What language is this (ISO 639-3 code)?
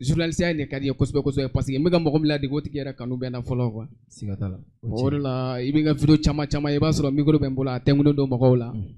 bam